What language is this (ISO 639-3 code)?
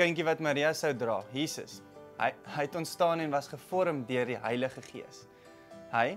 afr